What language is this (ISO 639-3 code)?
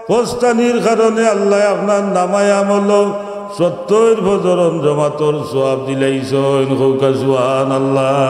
syl